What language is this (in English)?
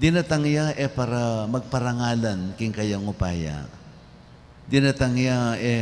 Pampanga